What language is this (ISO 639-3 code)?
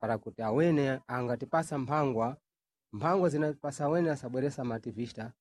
seh